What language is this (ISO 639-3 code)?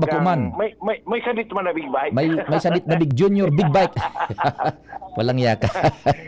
bik